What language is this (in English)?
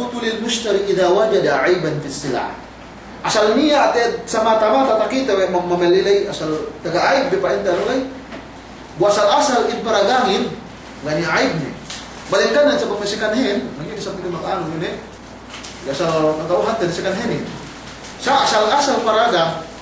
Yakan